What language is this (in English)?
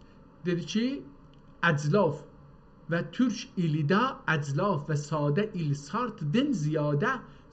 South Azerbaijani